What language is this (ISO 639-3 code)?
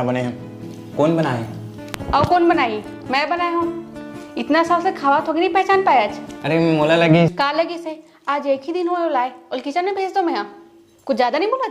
hne